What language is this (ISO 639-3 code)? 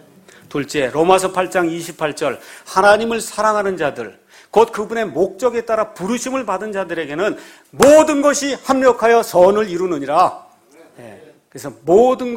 kor